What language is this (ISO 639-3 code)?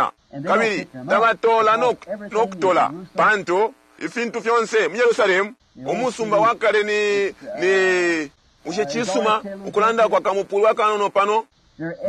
bem